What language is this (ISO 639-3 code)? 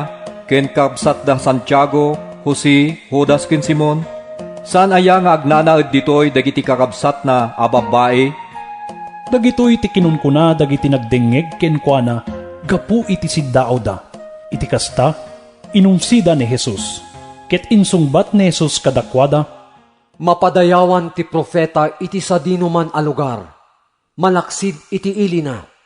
ilo